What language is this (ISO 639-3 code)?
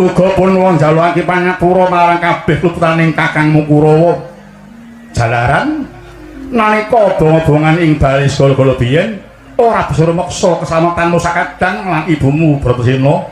jav